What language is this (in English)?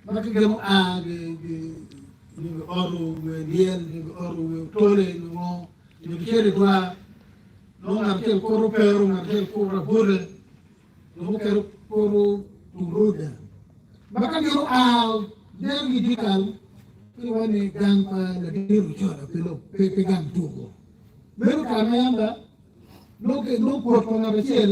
Acoli